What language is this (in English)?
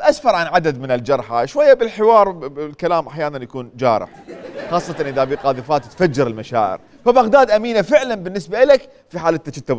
Mesopotamian Arabic